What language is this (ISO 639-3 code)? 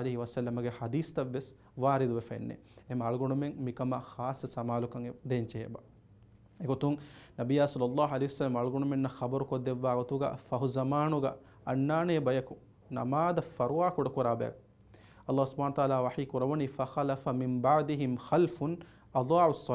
div